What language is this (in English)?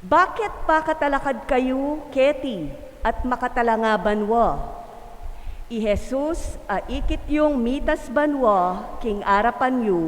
Pampanga